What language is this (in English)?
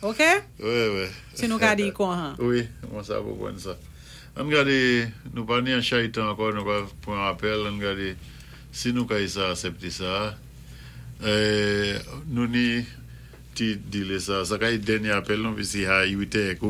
Saint Lucian Creole French